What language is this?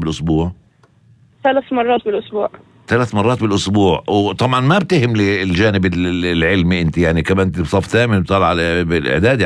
North Levantine Arabic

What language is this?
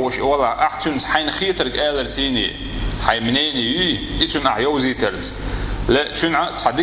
Chechen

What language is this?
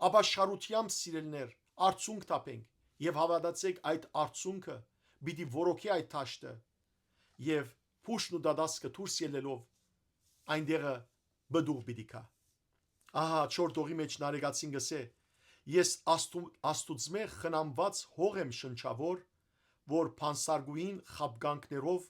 Western Armenian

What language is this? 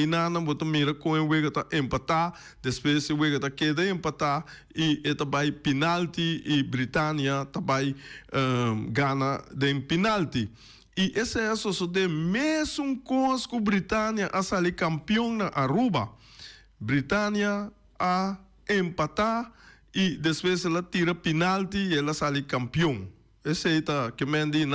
Papiamento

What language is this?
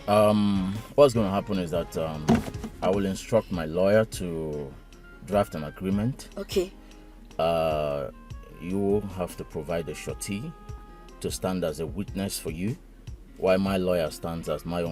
Nigerian Pidgin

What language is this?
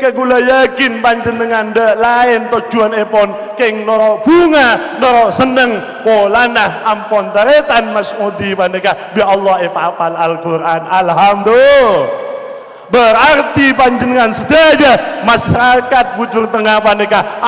Madurese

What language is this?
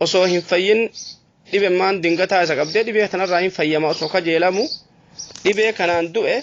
Oromo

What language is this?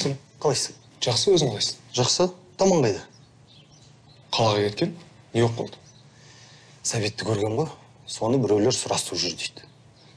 Kazakh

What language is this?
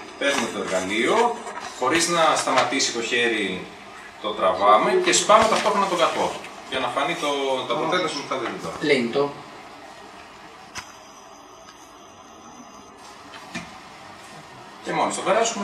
Greek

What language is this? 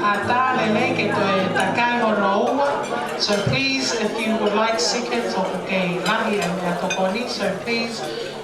Tongan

